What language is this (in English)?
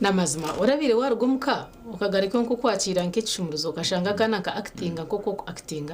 Nyankole